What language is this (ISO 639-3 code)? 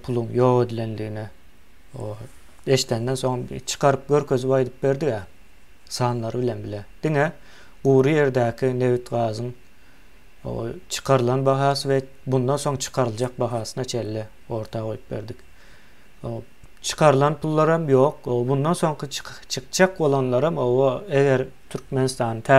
tuk